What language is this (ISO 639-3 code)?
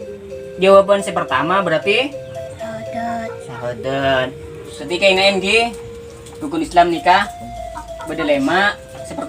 mad